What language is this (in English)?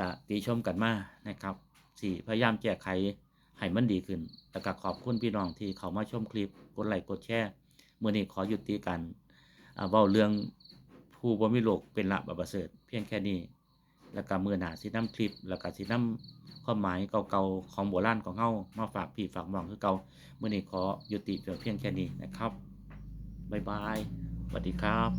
Lao